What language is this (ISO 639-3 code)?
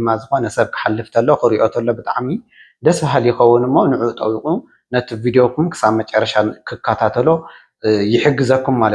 tir